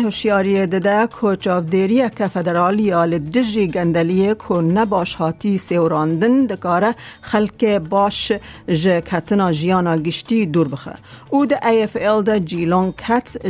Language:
Kurdish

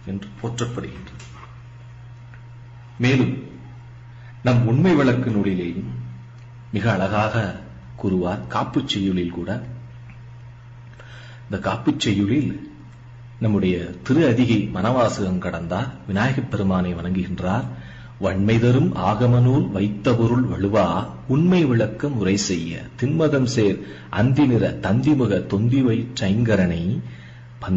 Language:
Tamil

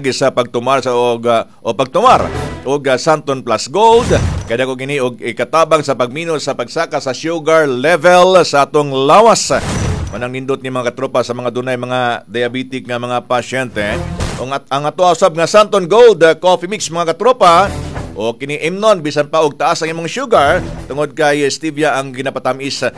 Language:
Cebuano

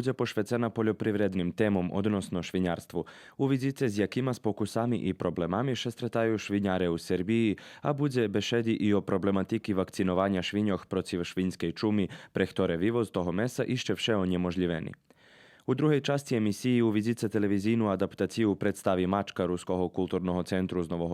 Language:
Rusyn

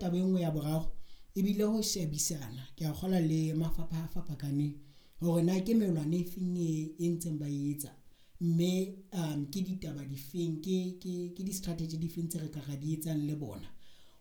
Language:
Southern Sotho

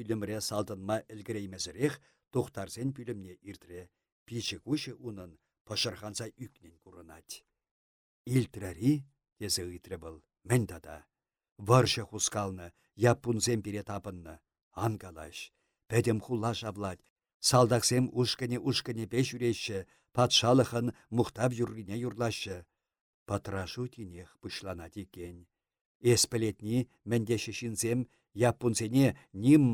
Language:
Chuvash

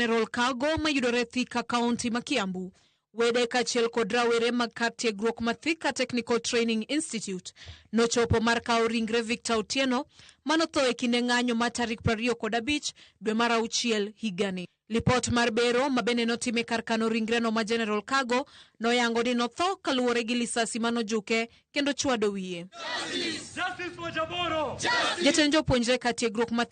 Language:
Luo (Kenya and Tanzania)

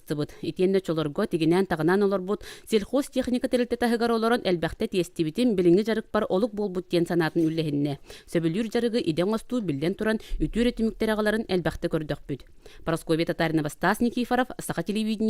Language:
Yakut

